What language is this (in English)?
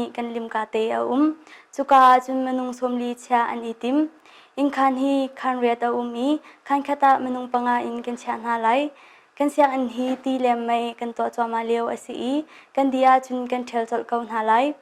Hakha Chin